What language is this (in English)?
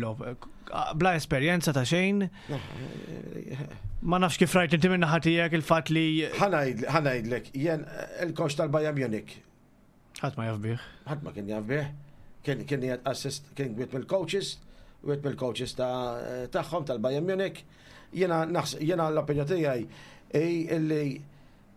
Maltese